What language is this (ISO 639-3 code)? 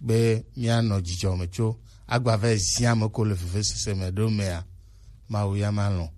gej